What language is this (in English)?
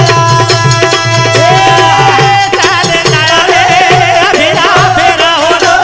Lambadi